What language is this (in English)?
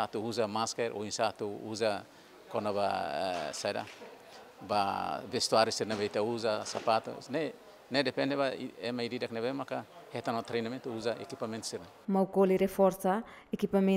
Tetum